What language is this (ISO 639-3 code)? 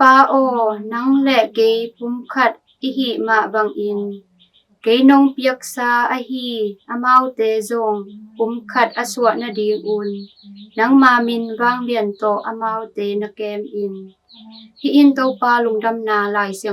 ctd